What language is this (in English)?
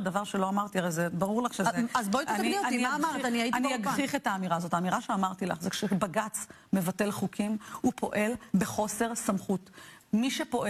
Hebrew